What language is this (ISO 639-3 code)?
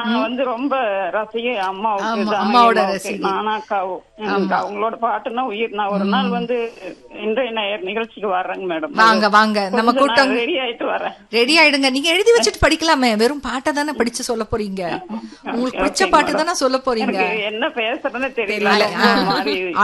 tam